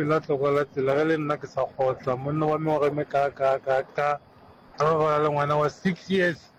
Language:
Northern Sotho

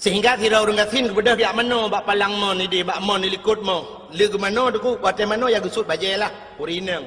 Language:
Achinese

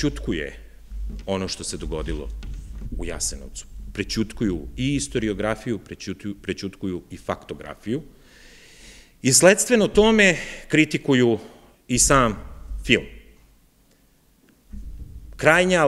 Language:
Serbian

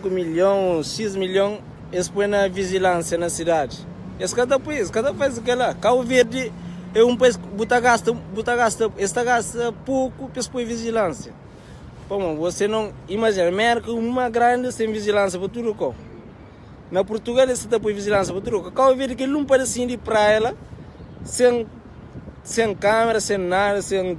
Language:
Kabuverdianu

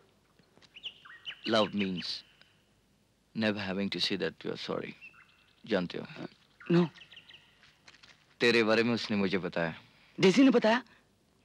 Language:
Hindi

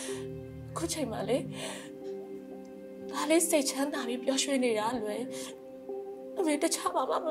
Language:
Burmese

